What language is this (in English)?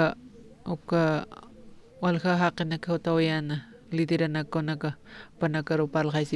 Aymara